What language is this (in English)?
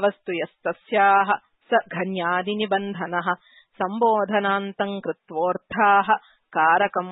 Sanskrit